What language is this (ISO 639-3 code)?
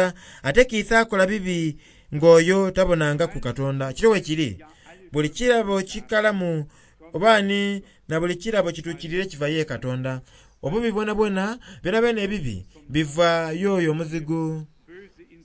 xog